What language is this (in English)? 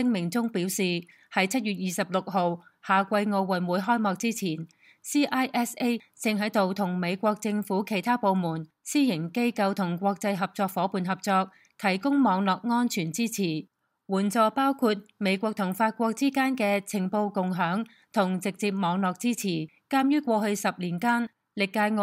Cantonese